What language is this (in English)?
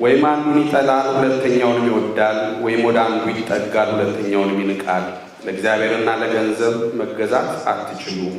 Amharic